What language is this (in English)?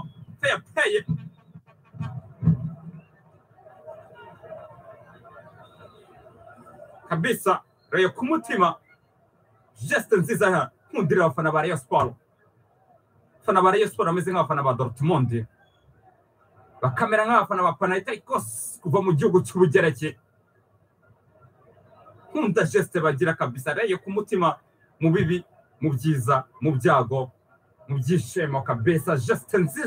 Kinyarwanda